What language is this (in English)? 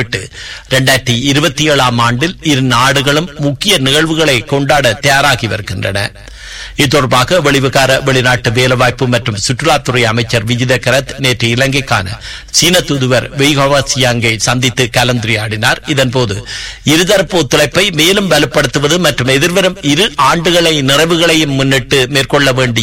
Tamil